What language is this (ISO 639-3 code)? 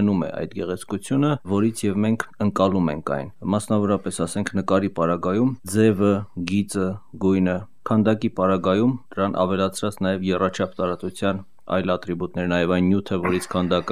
hye